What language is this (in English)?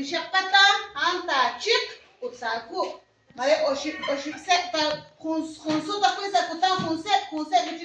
Kekchí